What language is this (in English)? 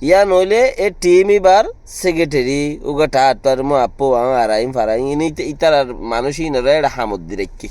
Rohingya